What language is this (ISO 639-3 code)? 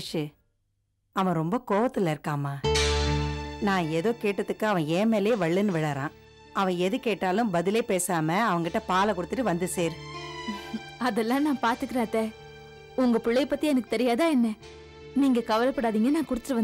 tam